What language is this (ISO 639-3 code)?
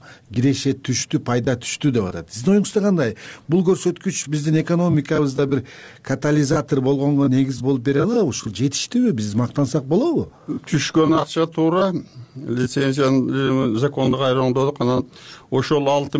kir